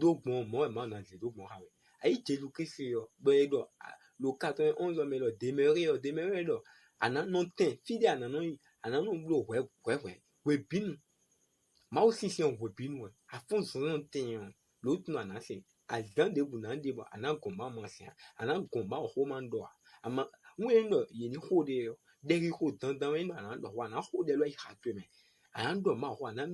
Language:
Fon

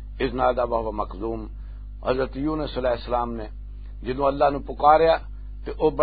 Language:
Western Panjabi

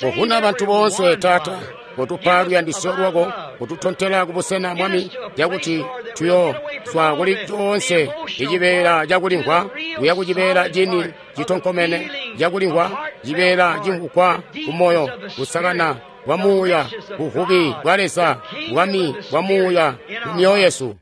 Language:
Tonga (Zambia)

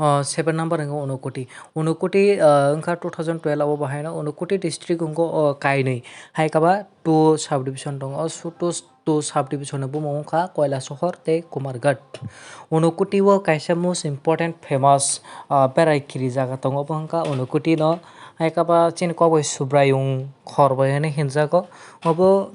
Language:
Kok Borok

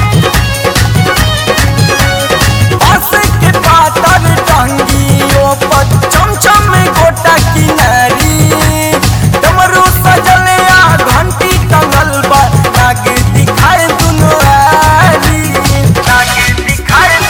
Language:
Bhojpuri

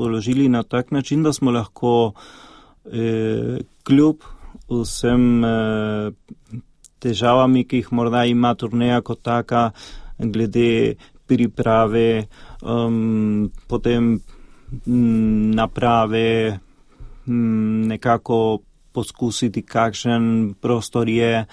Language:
Slovenian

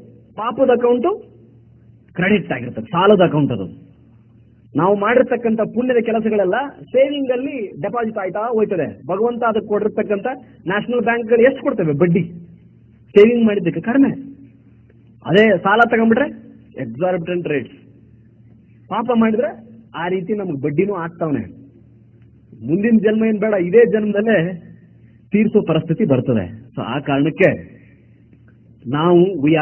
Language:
Kannada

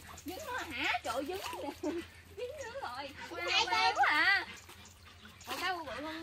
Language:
Vietnamese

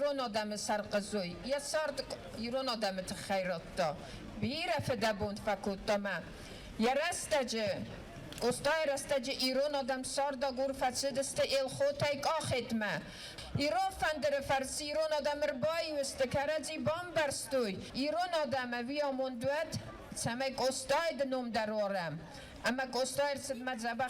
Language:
Ossetic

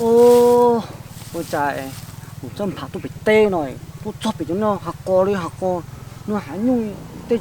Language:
Hmong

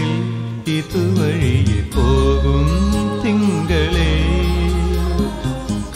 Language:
Malayalam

